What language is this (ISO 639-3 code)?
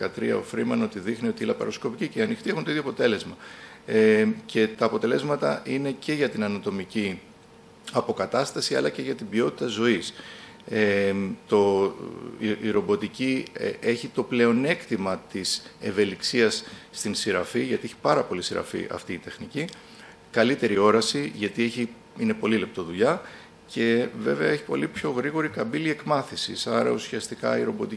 ell